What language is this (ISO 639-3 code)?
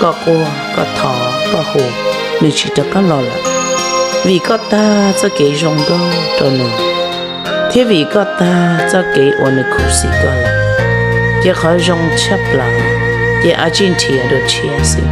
hmn